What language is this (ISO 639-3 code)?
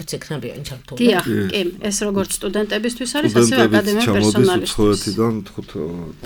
kat